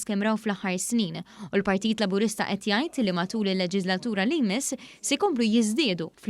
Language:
Maltese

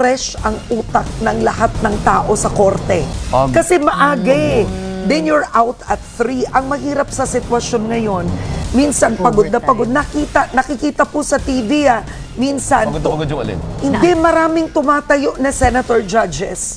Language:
Filipino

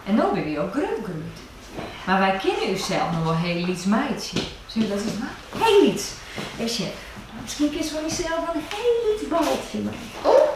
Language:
Western Frisian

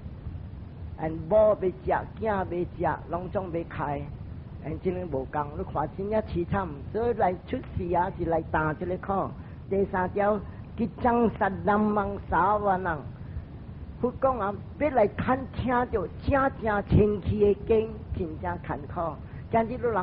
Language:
Min Nan Chinese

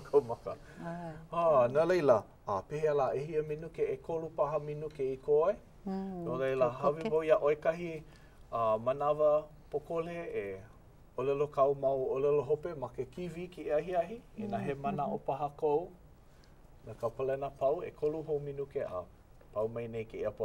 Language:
Hawaiian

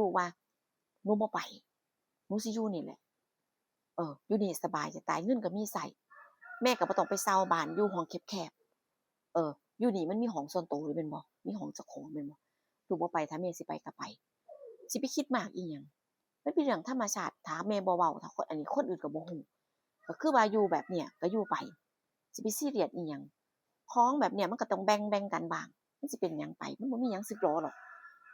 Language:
Northeastern Thai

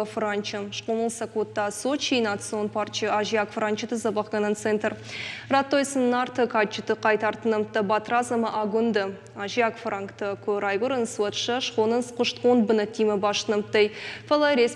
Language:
Ossetic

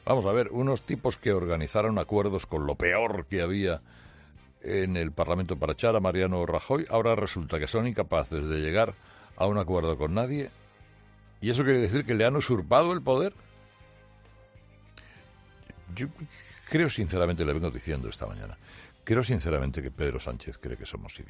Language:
Spanish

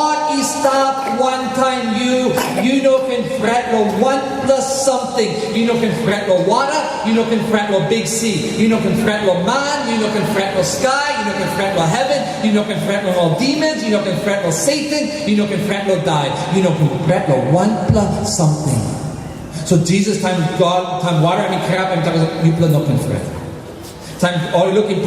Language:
Tok Pisin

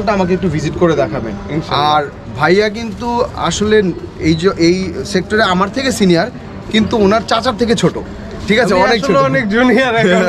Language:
Bangla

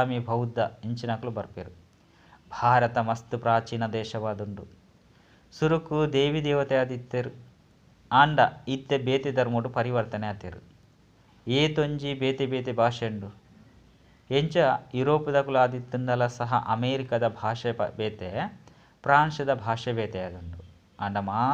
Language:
Tulu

